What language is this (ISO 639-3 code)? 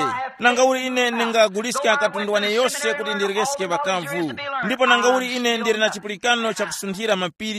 tum